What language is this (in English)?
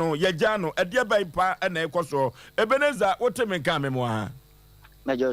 Akan